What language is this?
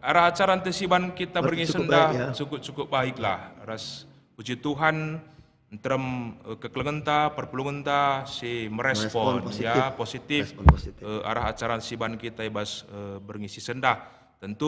Batak Karo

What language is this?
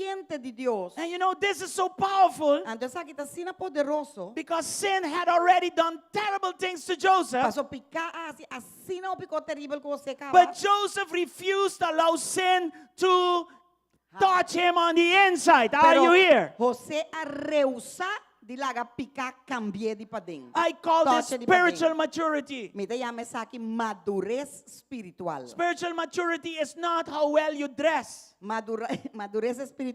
Papiamento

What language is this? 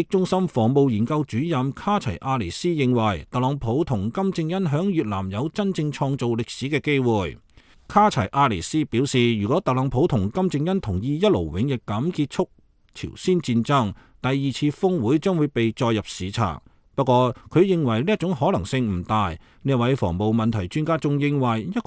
Cantonese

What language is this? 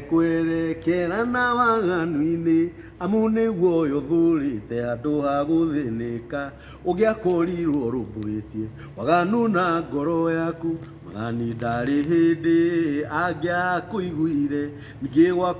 Kikuyu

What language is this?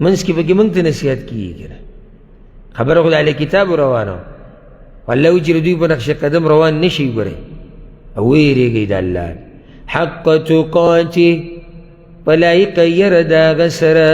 Pashto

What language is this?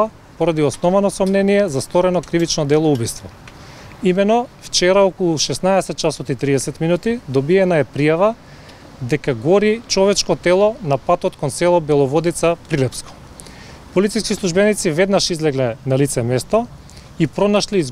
Macedonian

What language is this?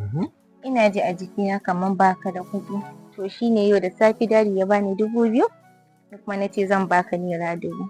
Hausa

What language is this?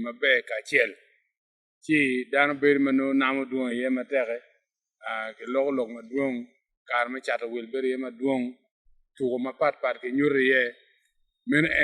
Acoli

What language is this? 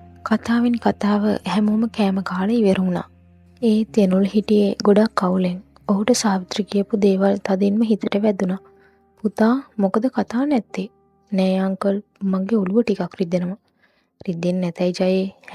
Sinhala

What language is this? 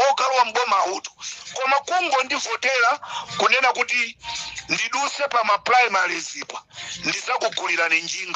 Nyanja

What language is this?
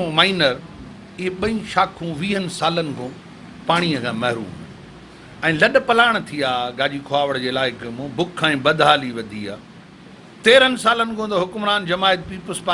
Sindhi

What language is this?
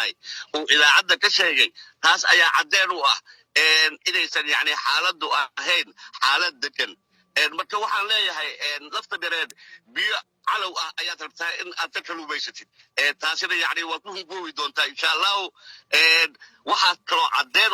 Somali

